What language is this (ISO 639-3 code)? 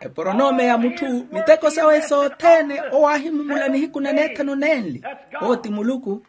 vmw